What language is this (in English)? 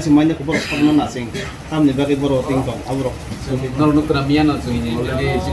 Kok Borok